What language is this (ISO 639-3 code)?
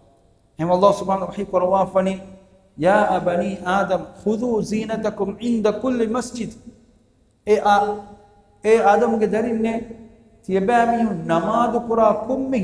div